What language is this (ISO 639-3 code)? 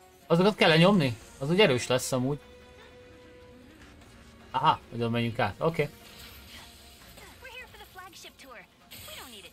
hun